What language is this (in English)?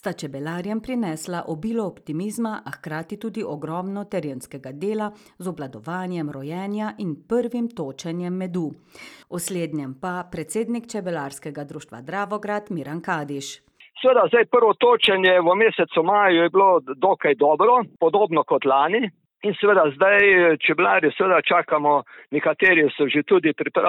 Slovenian